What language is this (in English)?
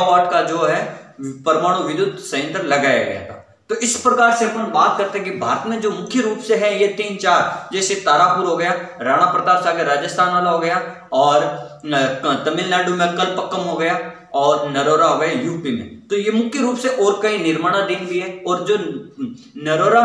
Hindi